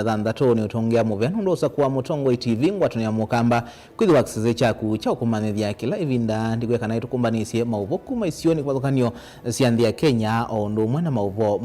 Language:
Kamba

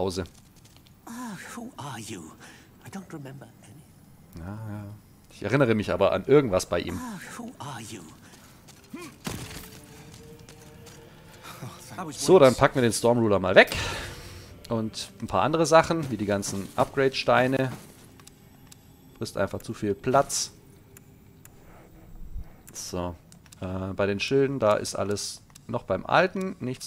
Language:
German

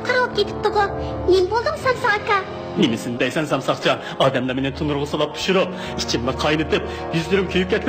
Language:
Uyghur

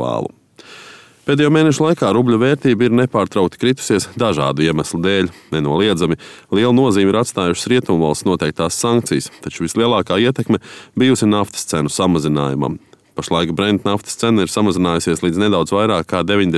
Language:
Latvian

